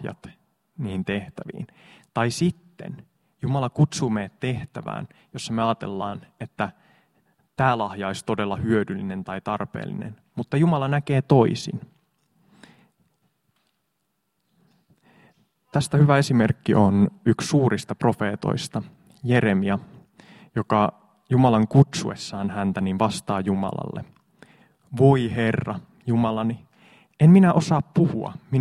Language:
Finnish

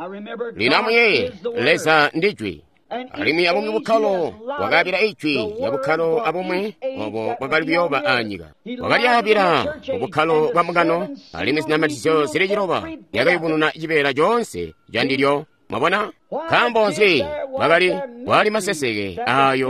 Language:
Tonga (Zambia)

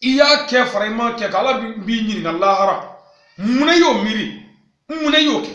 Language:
Bambara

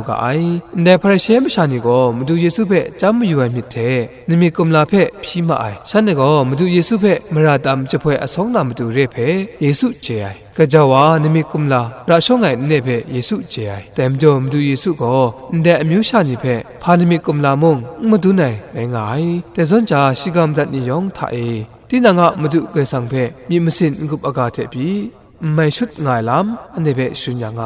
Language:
Kachin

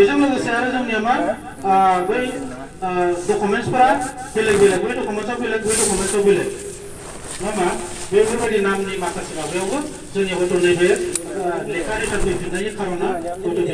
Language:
Bodo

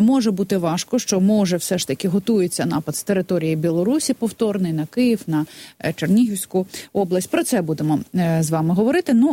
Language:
Ukrainian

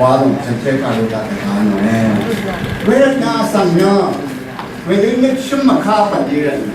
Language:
Rawang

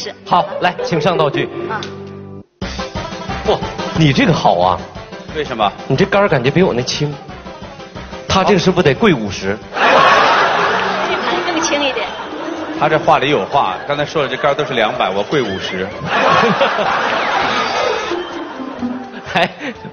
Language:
Chinese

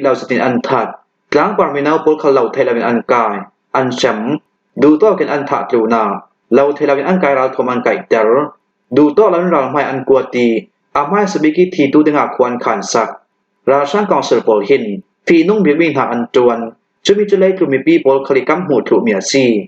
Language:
Hakha Chin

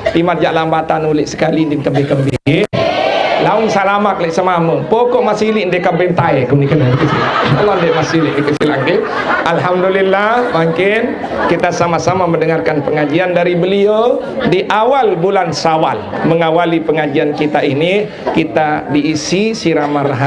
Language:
Sasak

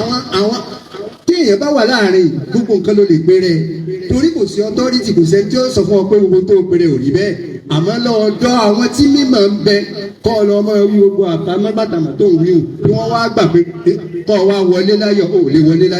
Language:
Yoruba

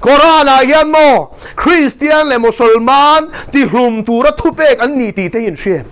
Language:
Mizo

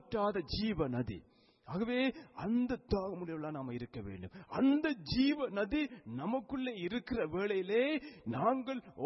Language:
Tamil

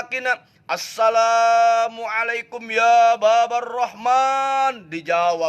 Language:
Sundanese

